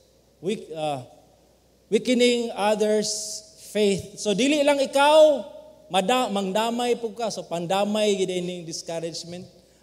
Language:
Cebuano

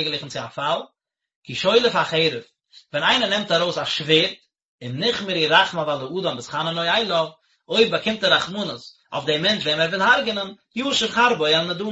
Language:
Yiddish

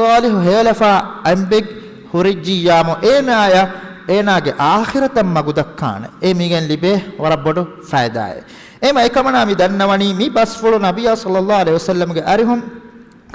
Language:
Divehi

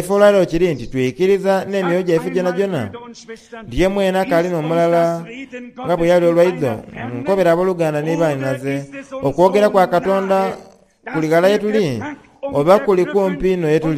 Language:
Soga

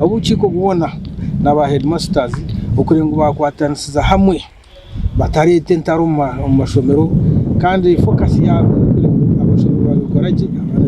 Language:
Nyankole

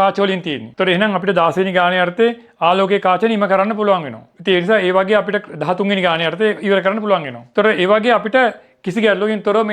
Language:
Sinhala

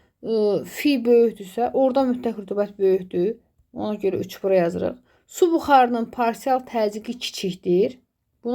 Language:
Azerbaijani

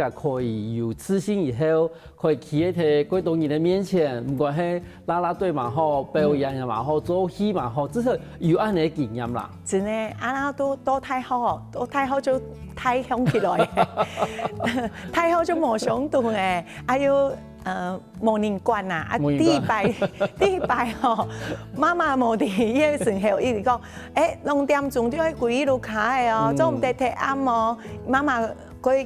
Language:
Hakka Chinese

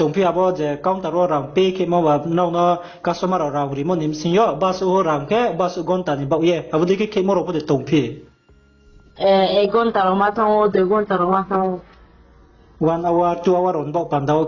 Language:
Riang (India)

